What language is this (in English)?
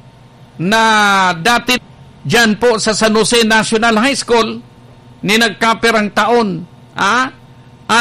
Bikol